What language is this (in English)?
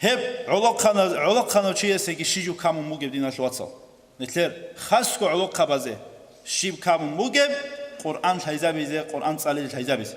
Avaric